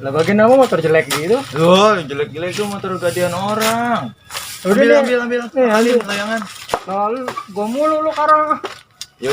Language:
Betawi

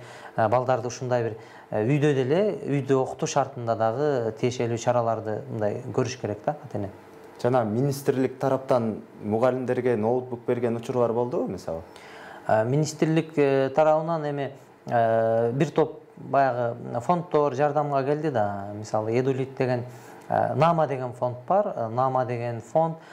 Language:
Kyrgyz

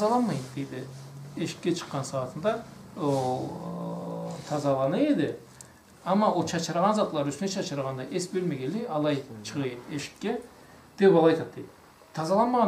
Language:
Karachay-Balkar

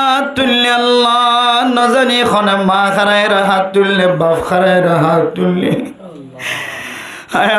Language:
Rohingya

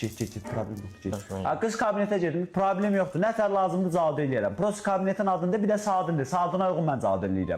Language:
Azerbaijani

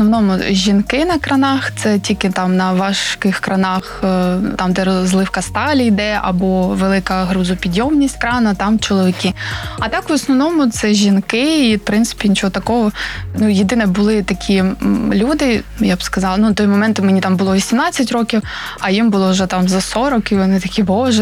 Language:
Ukrainian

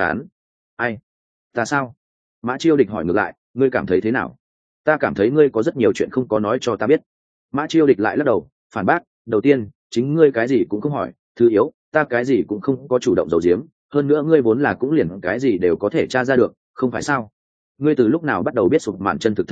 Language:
Vietnamese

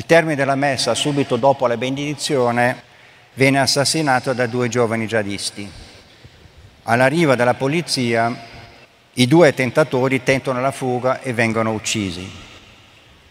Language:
Italian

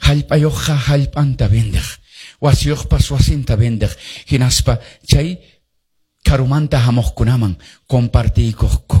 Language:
Quechua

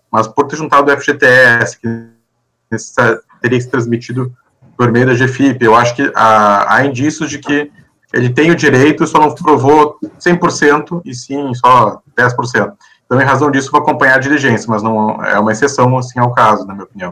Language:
Portuguese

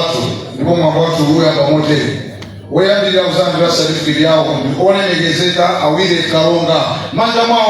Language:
Nyanja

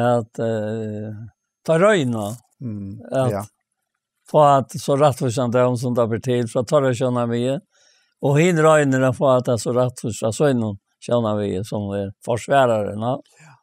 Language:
Faroese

